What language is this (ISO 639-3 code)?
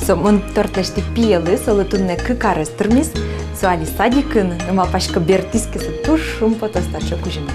udm